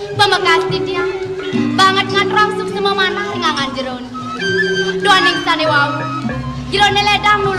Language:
Balinese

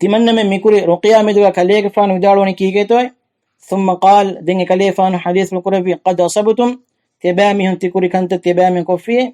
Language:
Divehi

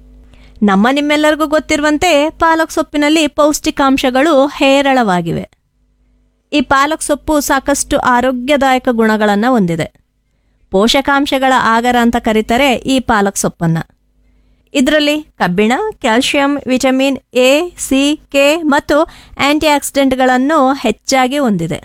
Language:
Kannada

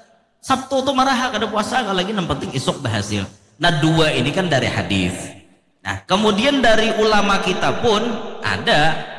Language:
Banjar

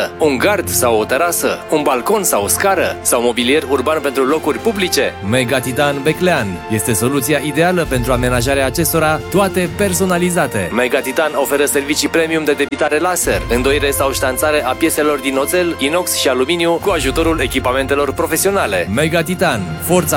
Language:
Romanian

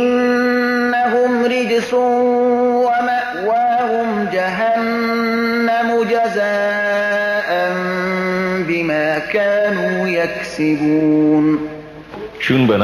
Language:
Persian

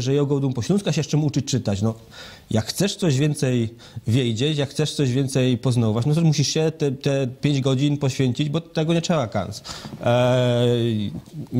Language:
Silesian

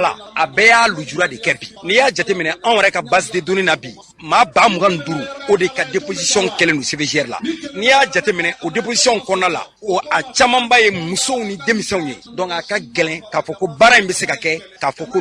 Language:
Bambara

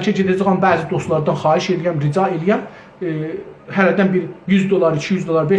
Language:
South Azerbaijani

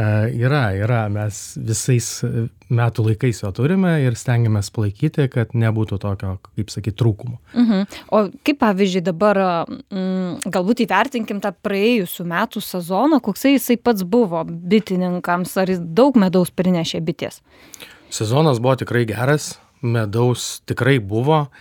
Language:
Lithuanian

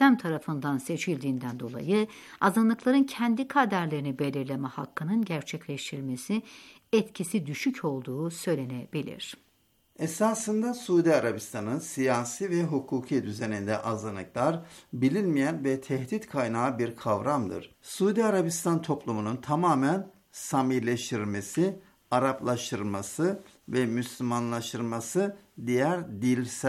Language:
Turkish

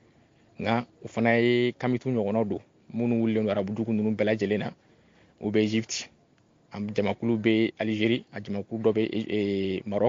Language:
Bambara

